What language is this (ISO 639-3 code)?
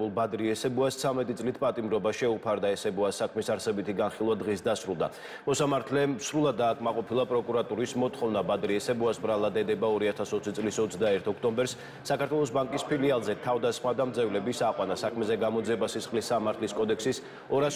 kat